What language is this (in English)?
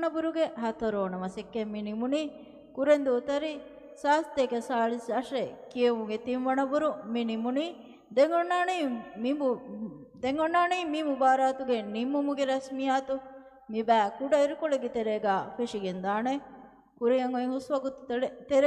Divehi